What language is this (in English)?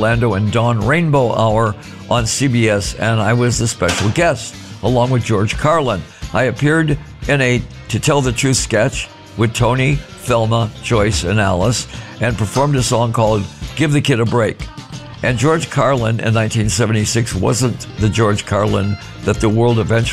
English